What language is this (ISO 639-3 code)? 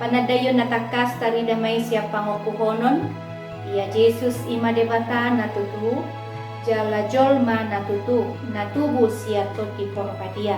bbc